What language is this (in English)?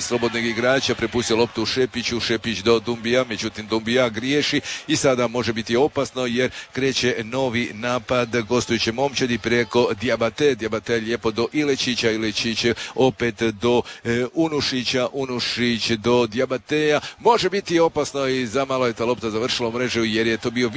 Croatian